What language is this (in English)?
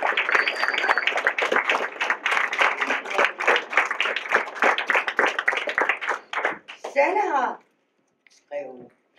Danish